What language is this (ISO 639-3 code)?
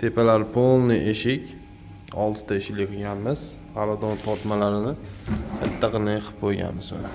uzb